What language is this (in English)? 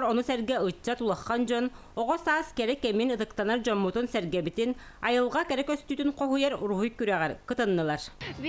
Yakut